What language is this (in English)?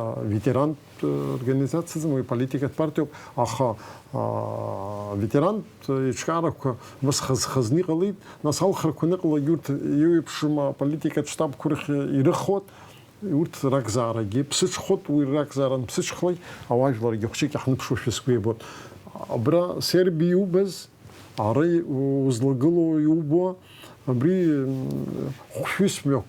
Abkhazian